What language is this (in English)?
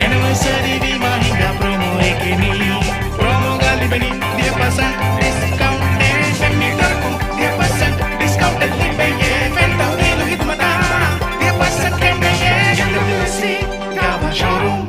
Divehi